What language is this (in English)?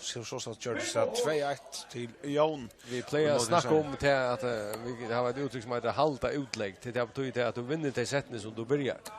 Faroese